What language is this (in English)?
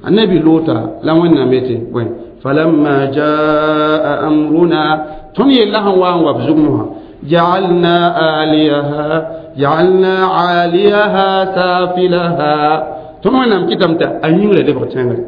Mossi